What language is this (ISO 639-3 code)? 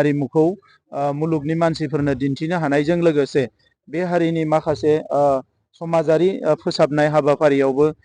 brx